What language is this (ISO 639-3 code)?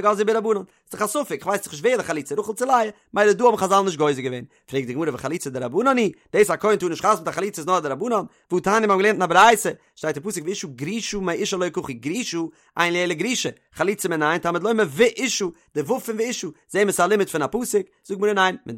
yid